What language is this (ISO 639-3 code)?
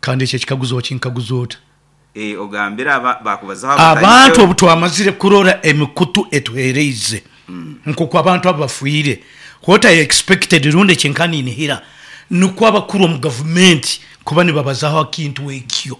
nyn